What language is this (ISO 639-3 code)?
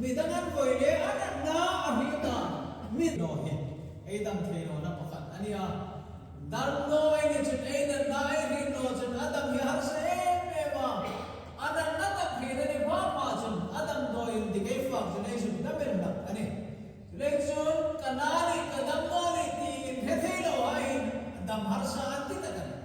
hmr